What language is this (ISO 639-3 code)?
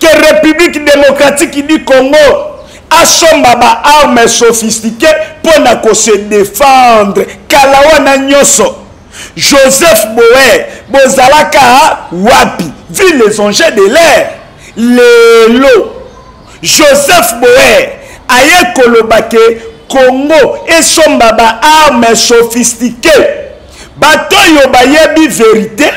lin